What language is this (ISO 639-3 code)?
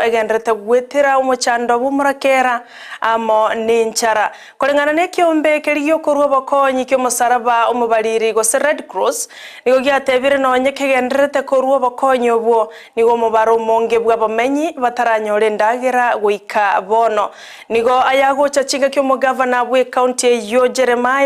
guz